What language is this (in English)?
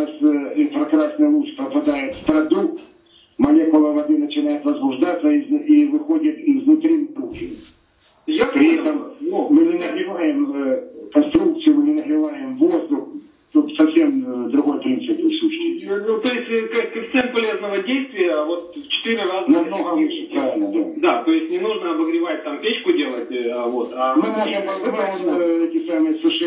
Russian